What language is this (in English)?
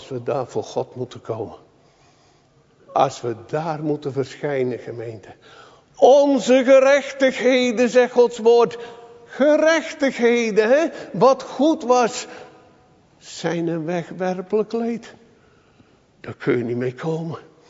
Dutch